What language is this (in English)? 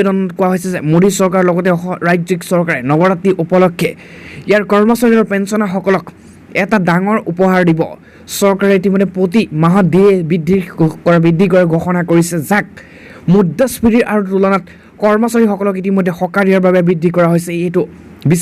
Assamese